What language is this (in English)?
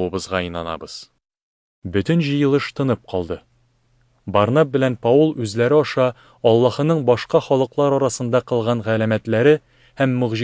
Tatar